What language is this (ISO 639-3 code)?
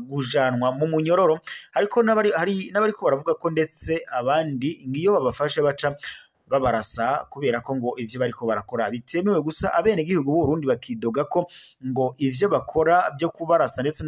run